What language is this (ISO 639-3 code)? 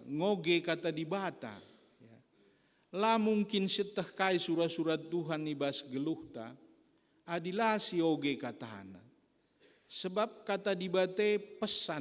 btx